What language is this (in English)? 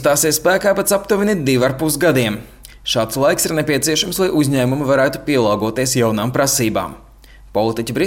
Latvian